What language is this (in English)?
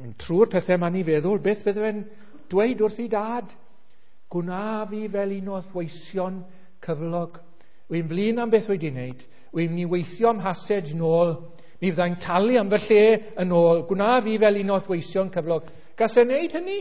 Welsh